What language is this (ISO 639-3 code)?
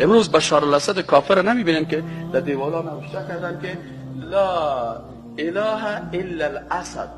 fas